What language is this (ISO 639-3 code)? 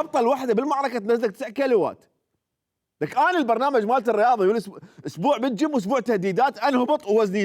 acm